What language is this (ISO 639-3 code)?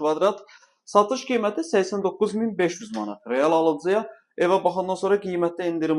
aze